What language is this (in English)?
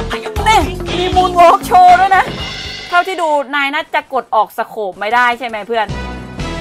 Thai